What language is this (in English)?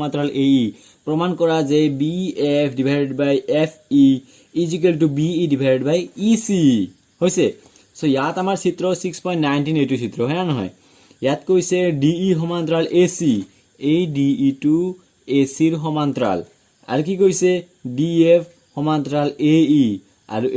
Assamese